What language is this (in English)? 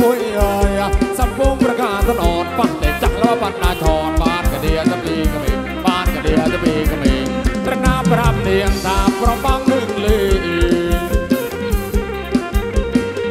Thai